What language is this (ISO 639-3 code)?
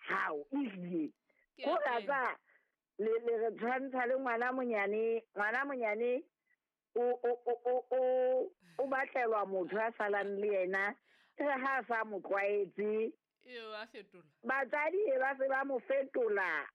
sot